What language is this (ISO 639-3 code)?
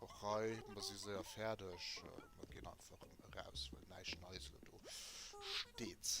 ltz